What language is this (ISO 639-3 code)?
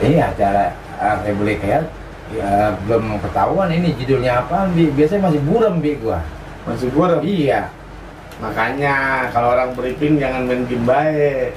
bew